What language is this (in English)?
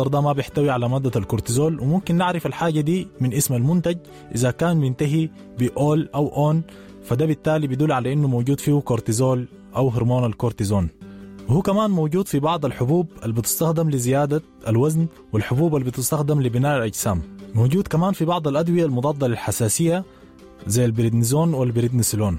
Sudanese Arabic